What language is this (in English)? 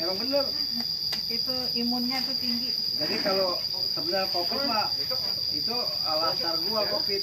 Betawi